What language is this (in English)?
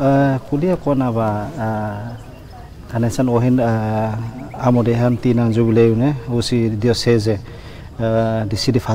Tetum